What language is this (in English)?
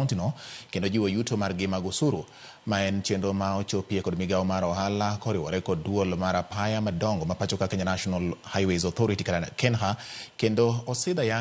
Luo (Kenya and Tanzania)